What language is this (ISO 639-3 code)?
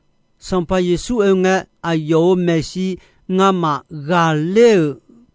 ahk